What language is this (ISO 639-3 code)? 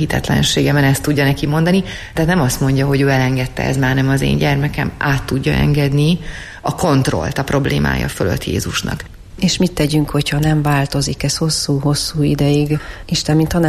hun